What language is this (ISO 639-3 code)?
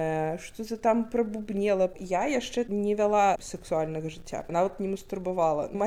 bel